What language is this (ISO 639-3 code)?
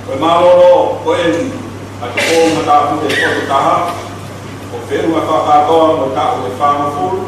ton